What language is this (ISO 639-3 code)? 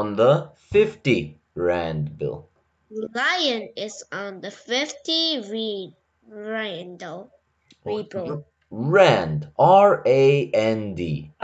eng